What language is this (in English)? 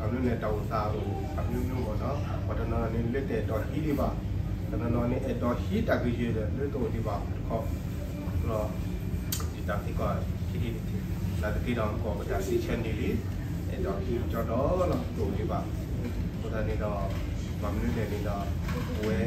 S'gaw Karen